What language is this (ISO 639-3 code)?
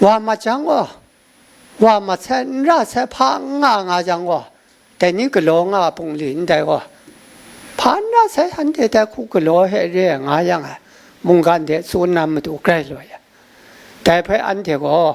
kac